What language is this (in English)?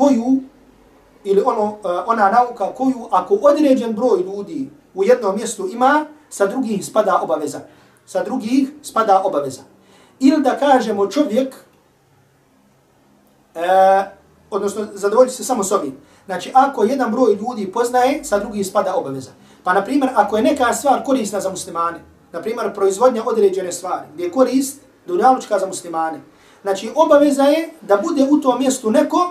Bosnian